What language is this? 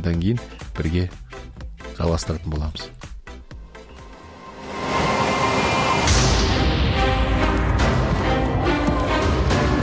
Kazakh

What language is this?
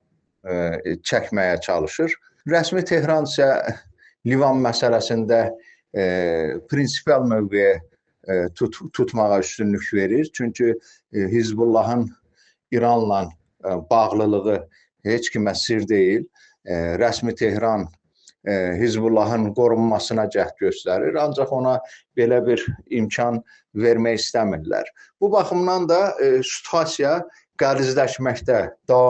Azerbaijani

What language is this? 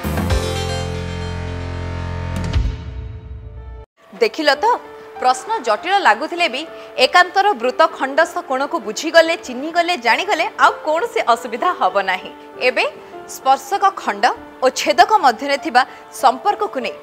Odia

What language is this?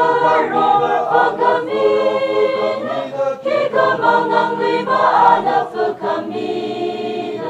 Tangkhul Naga (India)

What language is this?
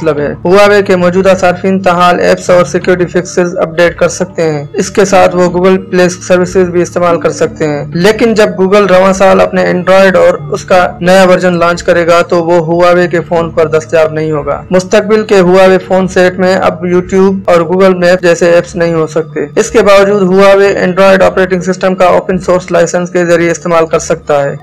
Urdu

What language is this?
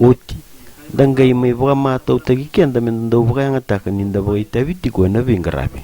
Fijian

